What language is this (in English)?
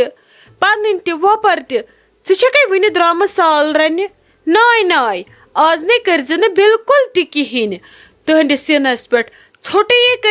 Kashmiri